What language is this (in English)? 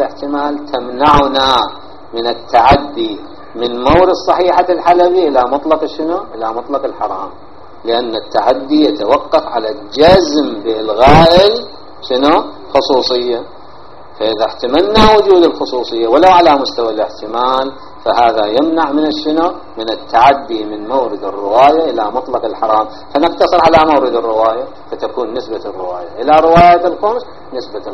Arabic